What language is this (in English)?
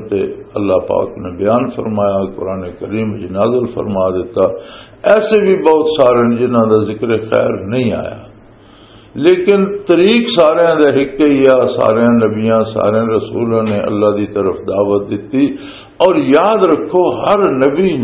Western Panjabi